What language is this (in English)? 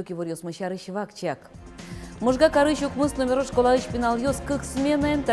Udmurt